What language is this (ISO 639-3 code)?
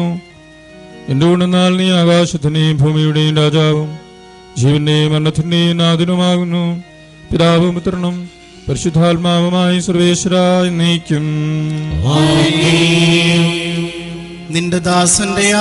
mal